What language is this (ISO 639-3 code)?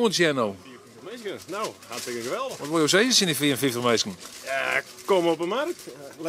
fry